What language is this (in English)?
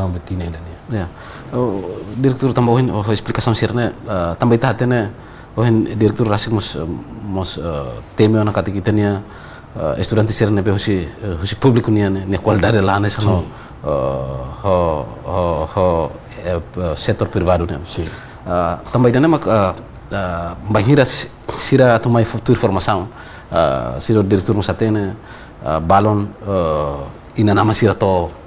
Tetum